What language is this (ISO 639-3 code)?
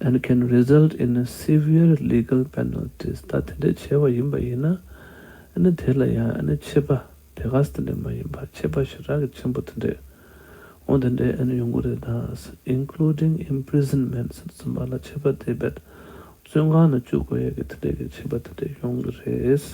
bod